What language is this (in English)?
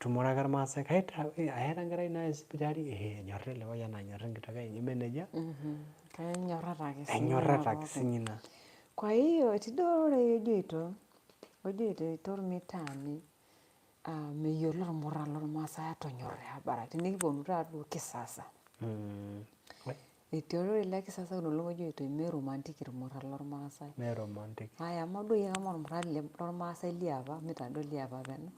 Masai